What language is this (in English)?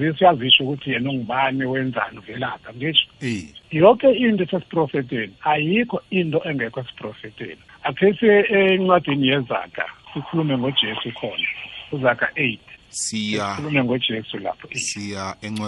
South Ndebele